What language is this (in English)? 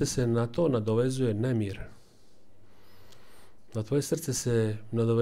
Croatian